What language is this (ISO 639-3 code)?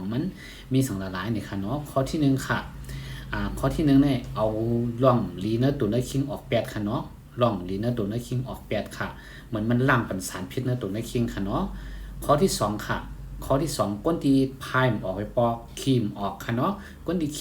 shn